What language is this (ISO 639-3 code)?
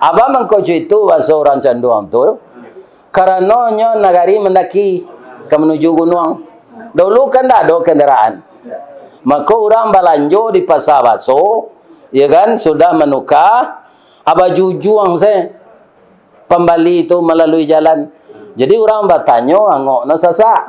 min